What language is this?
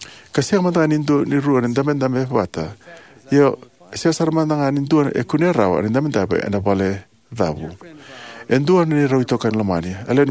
Fijian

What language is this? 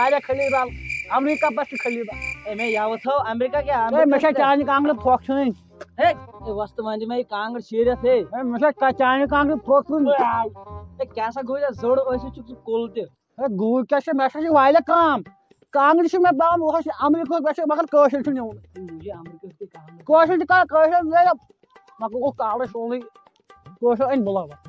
Kashmiri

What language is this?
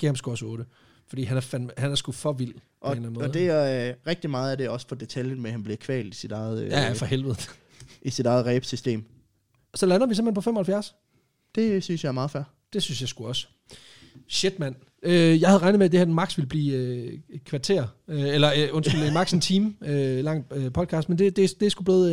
Danish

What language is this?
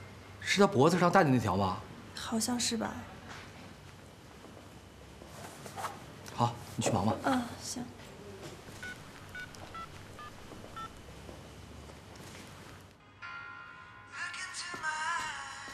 Chinese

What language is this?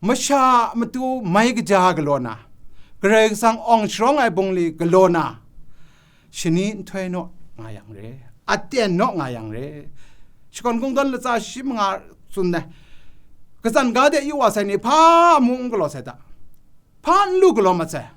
Kachin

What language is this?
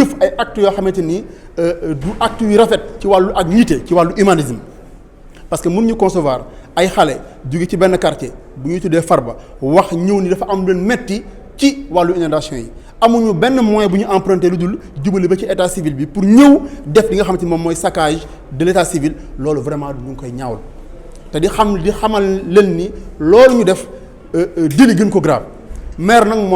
Wolof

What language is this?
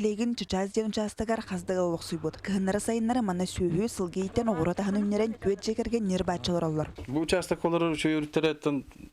Yakut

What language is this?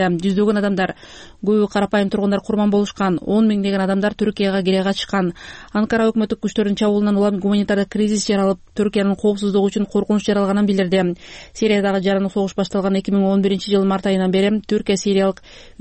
Kyrgyz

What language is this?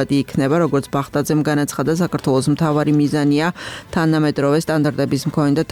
Georgian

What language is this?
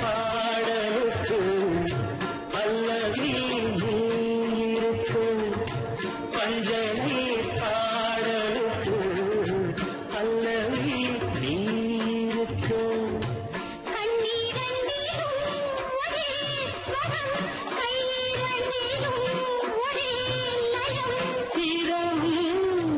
Tamil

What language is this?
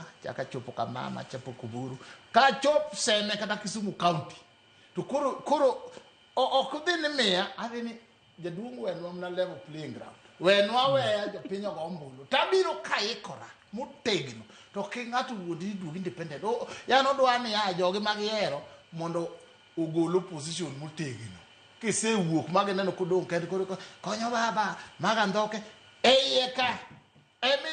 Luo (Kenya and Tanzania)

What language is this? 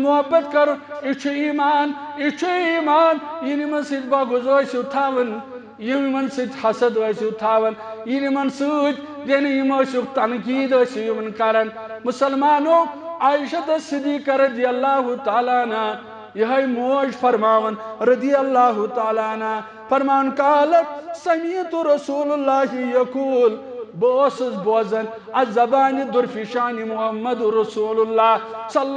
Kashmiri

